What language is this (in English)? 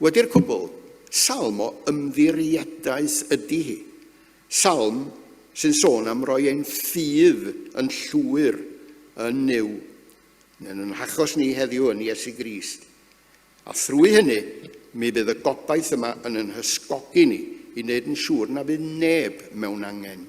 Welsh